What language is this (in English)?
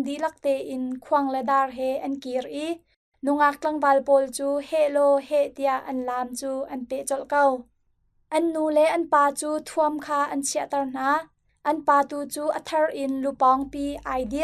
Hakha Chin